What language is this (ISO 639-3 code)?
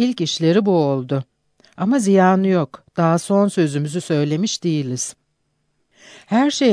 tur